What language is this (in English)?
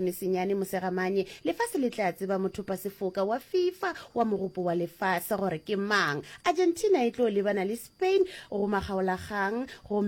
Northern Sotho